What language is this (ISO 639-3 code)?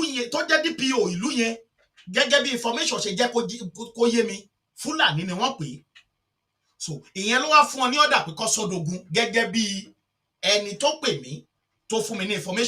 yor